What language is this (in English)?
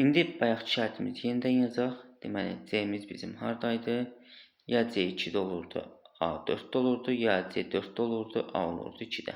Azerbaijani